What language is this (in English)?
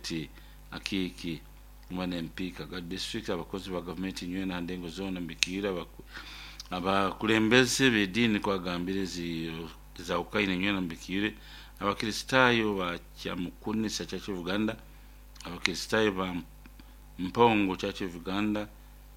Nyoro